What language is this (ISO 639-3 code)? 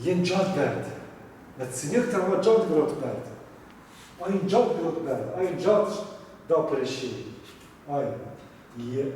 zza